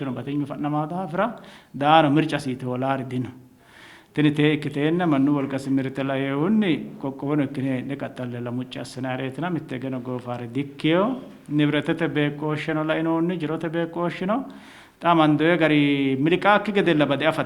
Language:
Sidamo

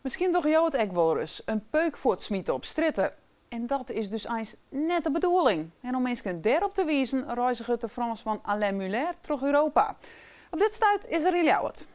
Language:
Western Frisian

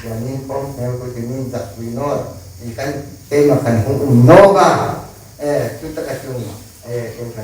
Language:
Hmar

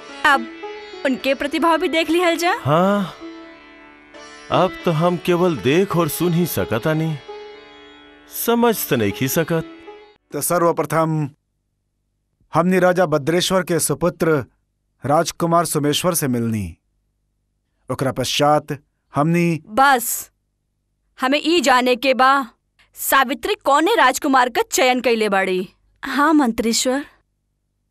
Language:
Bhojpuri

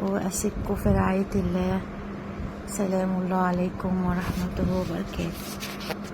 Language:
Egyptian Arabic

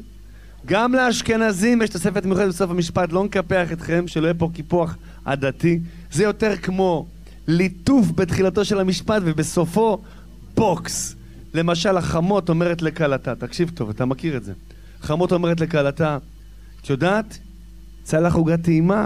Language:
Hebrew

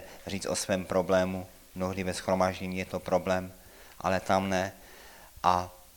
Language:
Czech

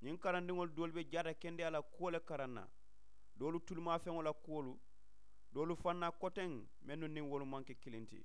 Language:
Mandingo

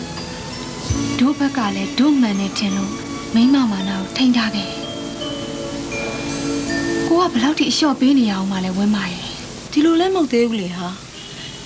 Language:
Burmese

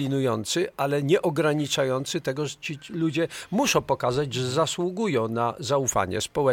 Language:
Polish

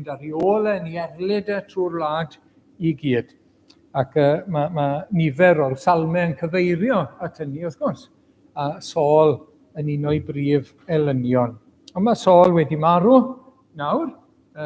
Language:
Welsh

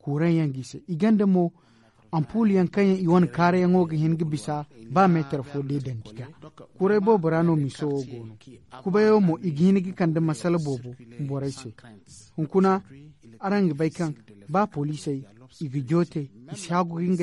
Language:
Zarma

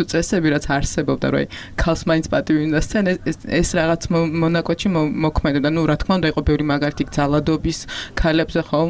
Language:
Georgian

